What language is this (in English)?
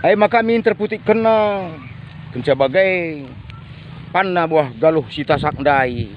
Batak Karo